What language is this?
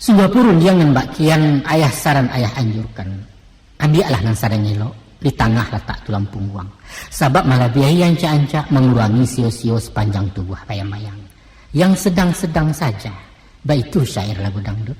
Minangkabau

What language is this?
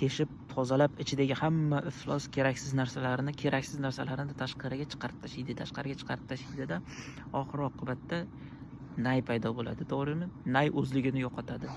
Uzbek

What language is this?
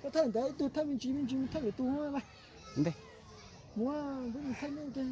Hmong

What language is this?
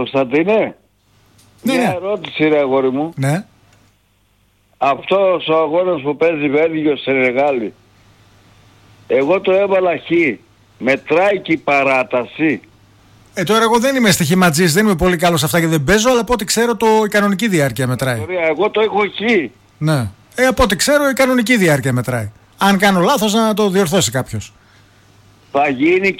Greek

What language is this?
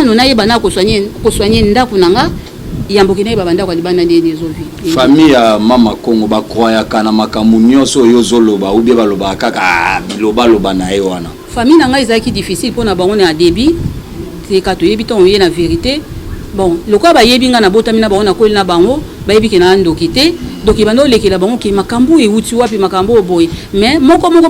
Lingala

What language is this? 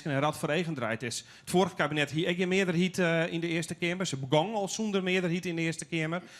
Western Frisian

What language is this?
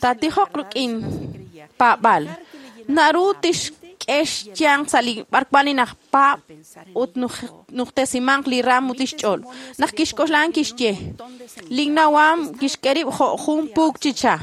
Kekchí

